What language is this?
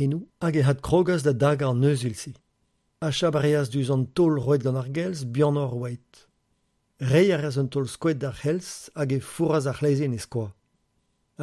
Breton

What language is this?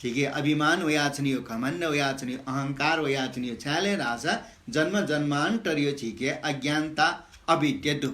Newari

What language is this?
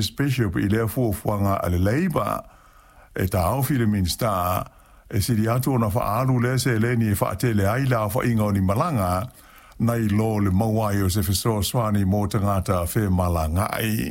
Samoan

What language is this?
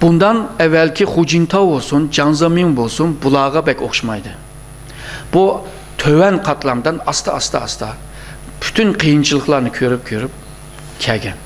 Uyghur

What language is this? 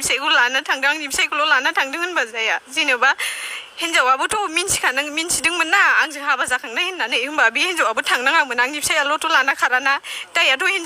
Bodo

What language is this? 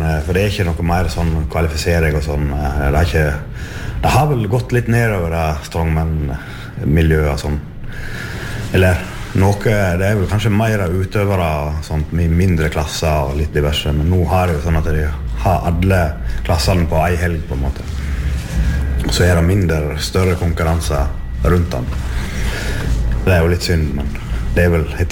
Norwegian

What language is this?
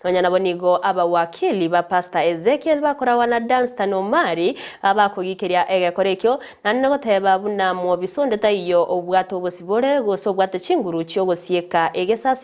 Gusii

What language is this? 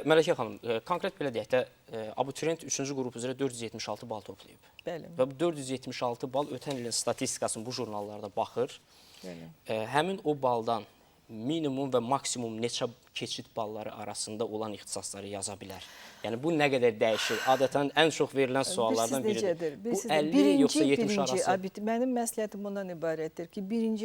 Azerbaijani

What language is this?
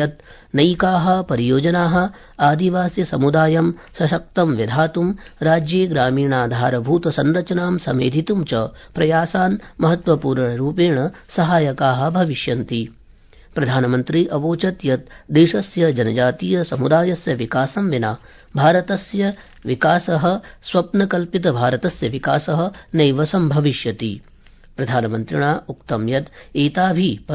Sanskrit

